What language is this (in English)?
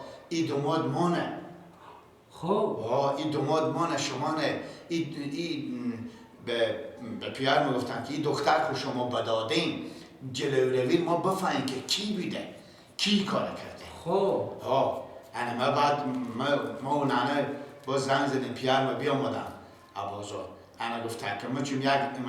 Persian